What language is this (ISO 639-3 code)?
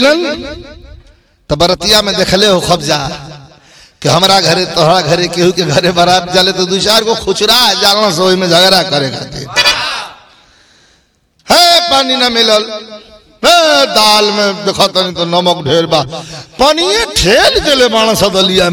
bho